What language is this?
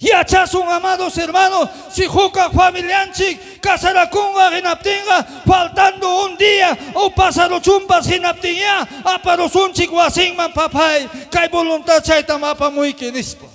Ayacucho Quechua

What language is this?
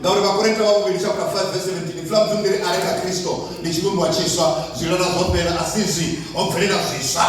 Venda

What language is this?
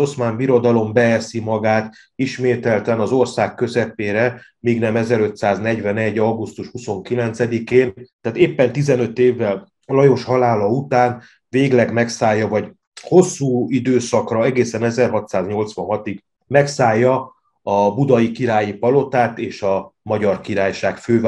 Hungarian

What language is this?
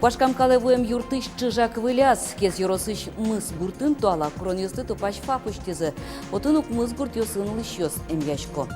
Udmurt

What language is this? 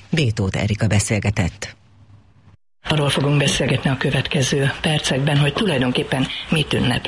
Hungarian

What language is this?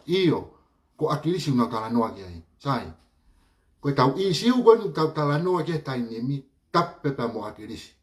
Tongan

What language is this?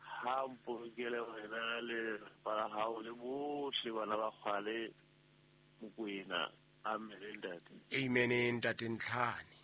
Southern Sotho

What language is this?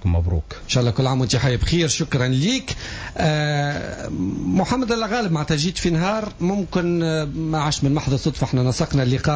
Tunisian Arabic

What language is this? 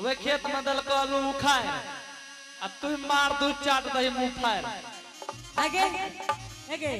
Angika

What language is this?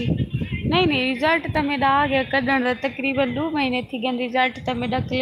Saraiki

